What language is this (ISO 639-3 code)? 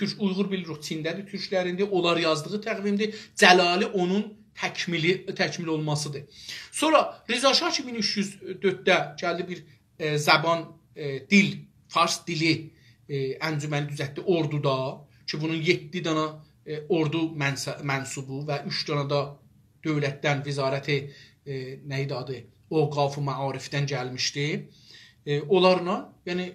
azb